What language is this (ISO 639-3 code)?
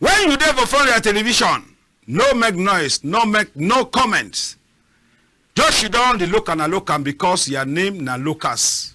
wes